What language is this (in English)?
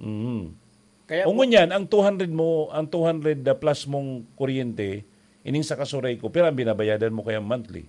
Bikol